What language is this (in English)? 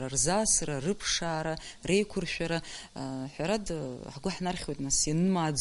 Abkhazian